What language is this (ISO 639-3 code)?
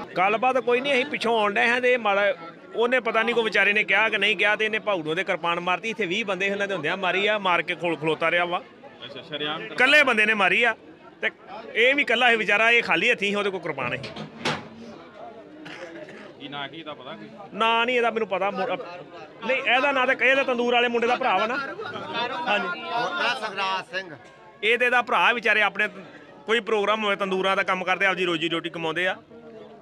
pan